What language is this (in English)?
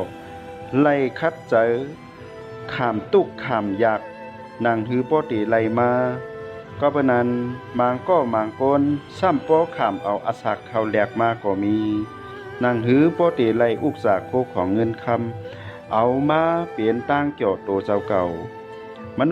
Shan